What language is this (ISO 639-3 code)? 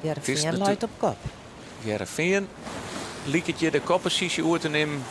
fry